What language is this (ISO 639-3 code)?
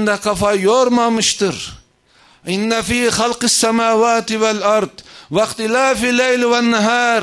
tur